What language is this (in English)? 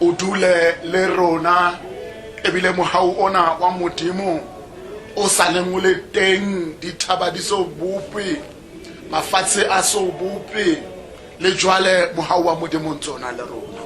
Tswana